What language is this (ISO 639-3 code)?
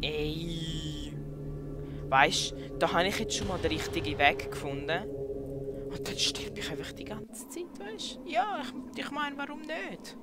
gsw